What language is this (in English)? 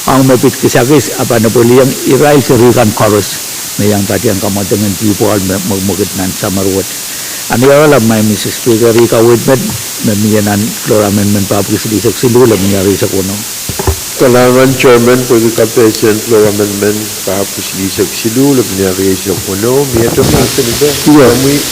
Pohnpeian